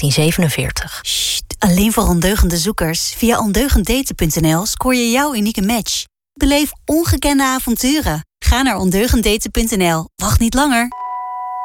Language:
Dutch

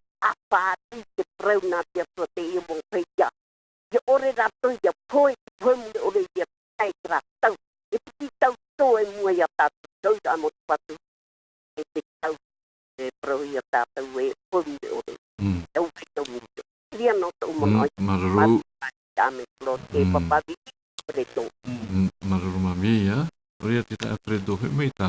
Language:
Tahitian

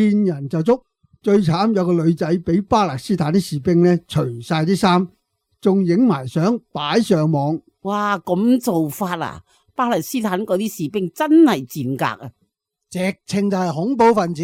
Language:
Cantonese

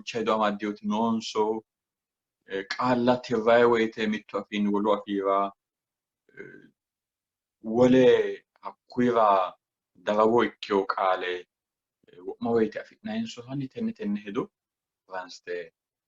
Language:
Sidamo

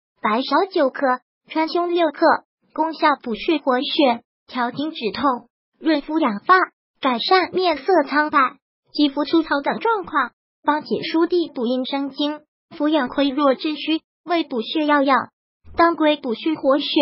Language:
Chinese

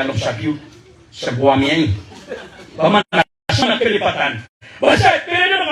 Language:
Maranao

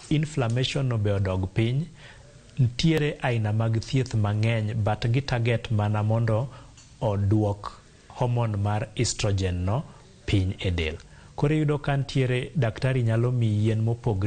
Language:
Luo (Kenya and Tanzania)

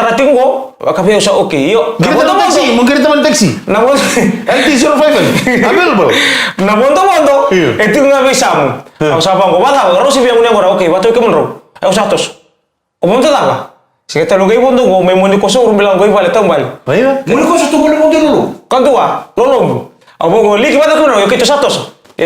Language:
Fijian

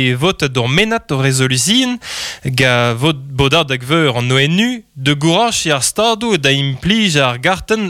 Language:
Breton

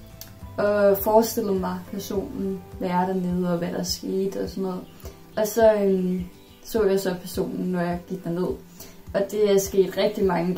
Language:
Danish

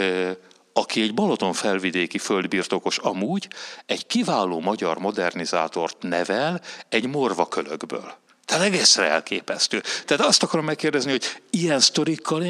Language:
Hungarian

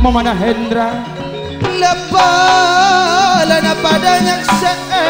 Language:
Madurese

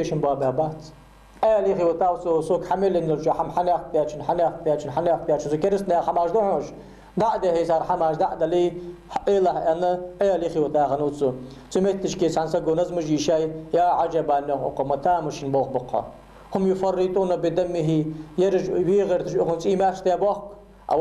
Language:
Ingush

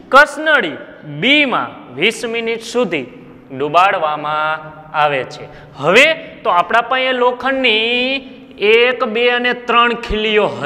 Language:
Gujarati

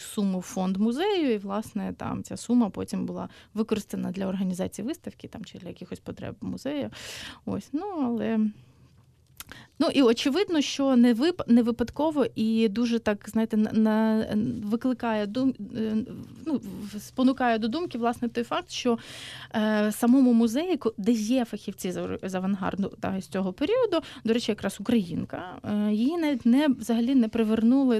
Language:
Ukrainian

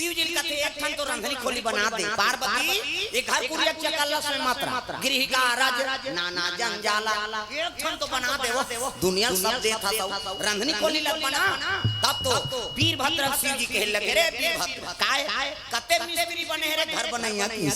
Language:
Chhattisgarhi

